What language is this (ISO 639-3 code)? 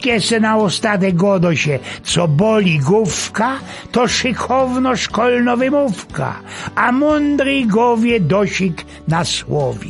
szl